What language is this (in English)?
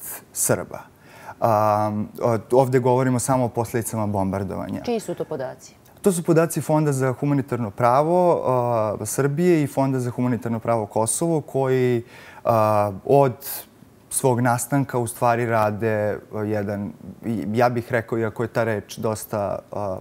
Serbian